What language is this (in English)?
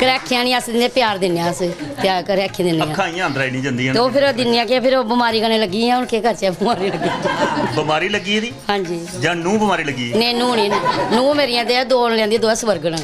Dogri